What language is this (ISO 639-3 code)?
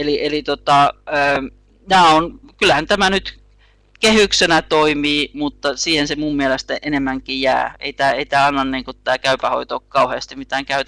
fin